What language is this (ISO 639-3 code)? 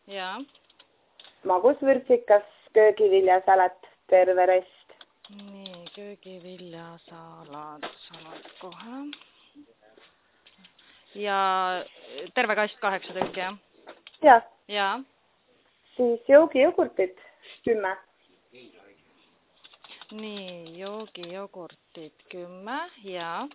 est